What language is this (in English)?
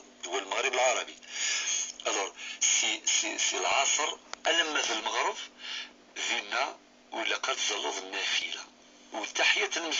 Kabyle